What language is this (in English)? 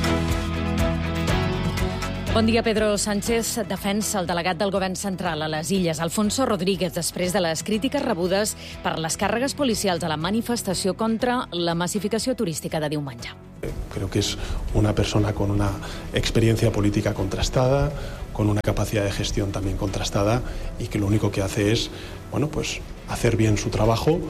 Catalan